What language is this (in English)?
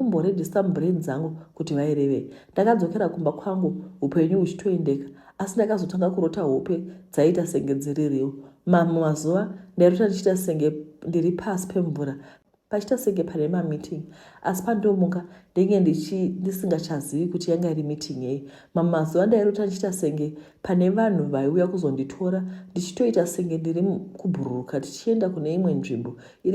Shona